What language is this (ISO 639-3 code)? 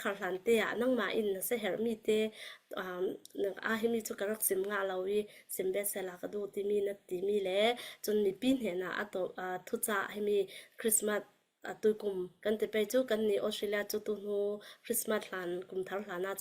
cfm